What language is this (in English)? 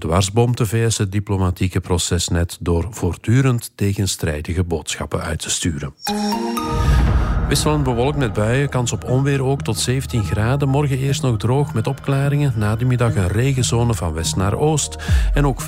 Dutch